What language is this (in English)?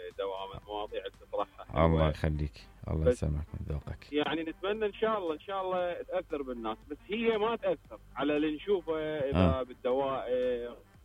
Mesopotamian Arabic